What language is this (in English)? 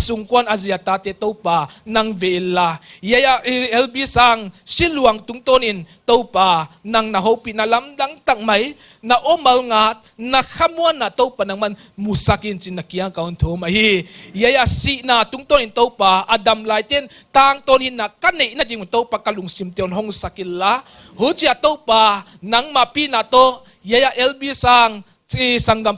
Paite Chin